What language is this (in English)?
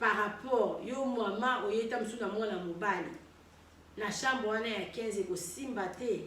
Lingala